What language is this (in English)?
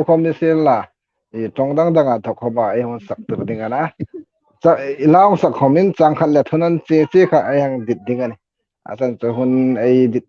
Hmar